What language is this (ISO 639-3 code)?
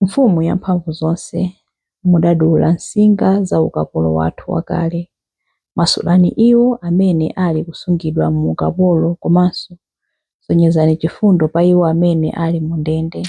nya